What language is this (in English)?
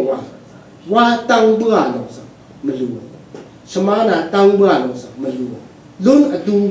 Rawang